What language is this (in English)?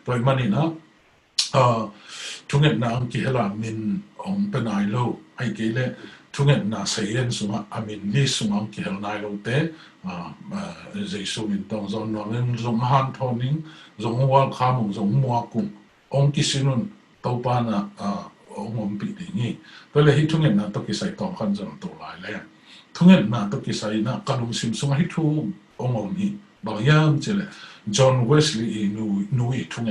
Tedim Chin